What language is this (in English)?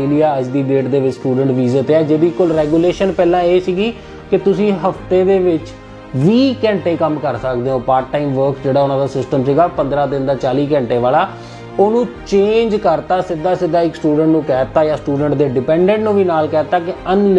Punjabi